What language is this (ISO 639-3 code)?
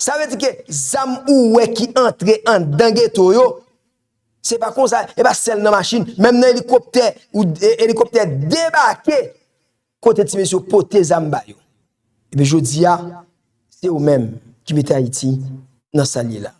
hat